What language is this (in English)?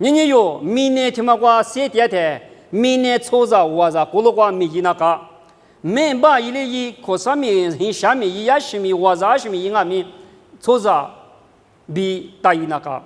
Lisu